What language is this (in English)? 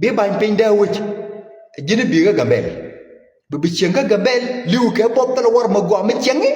Nuer